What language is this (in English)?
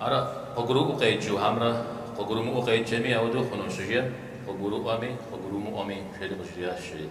Kabardian